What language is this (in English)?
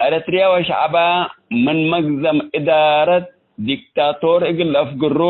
Tigre